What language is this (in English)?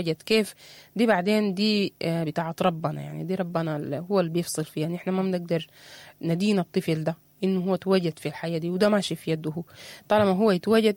Sudanese Arabic